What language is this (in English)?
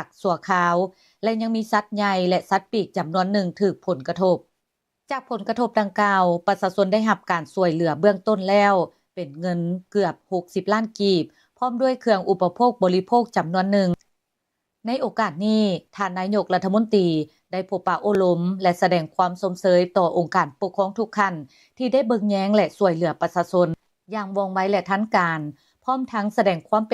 Lao